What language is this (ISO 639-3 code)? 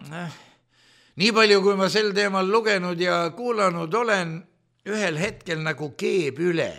est